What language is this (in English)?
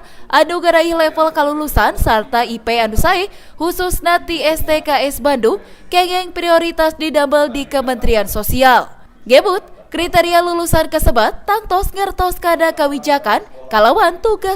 Sundanese